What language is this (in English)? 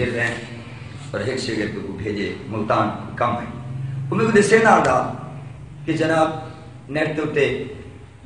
Saraiki